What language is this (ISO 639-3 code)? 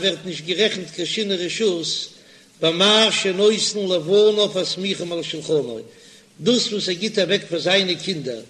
yid